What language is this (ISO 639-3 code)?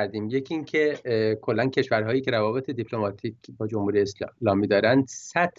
fas